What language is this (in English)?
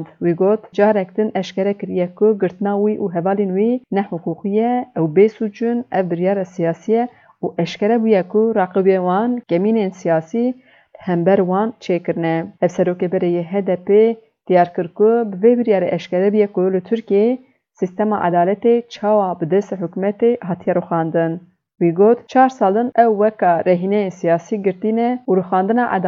Kurdish